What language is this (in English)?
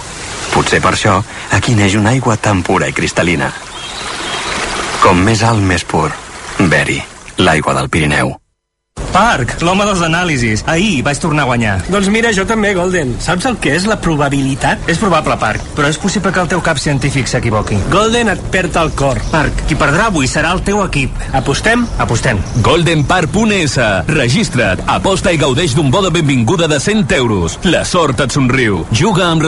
Catalan